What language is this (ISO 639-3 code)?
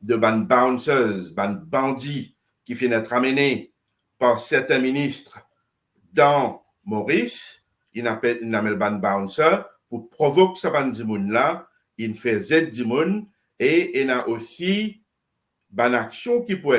mfe